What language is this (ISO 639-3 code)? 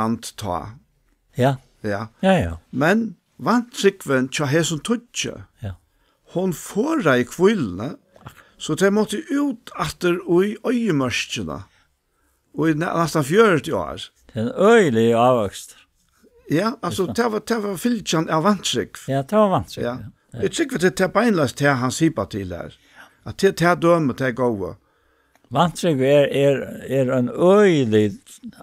fao